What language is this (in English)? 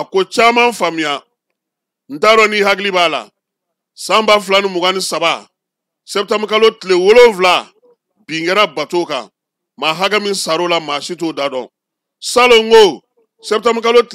Bambara